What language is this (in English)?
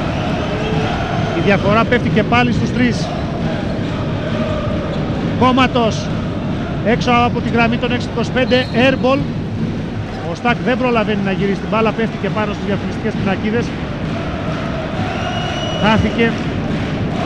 Greek